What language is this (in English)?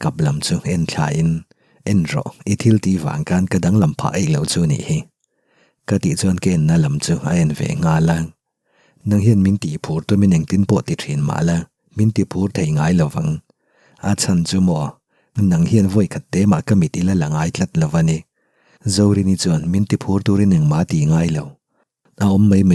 Mizo